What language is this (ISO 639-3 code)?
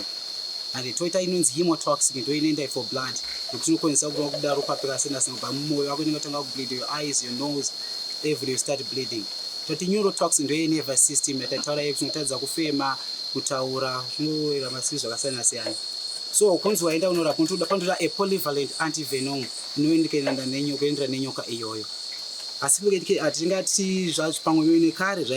sna